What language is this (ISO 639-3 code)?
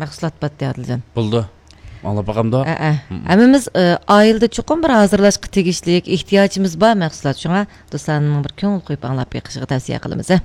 uig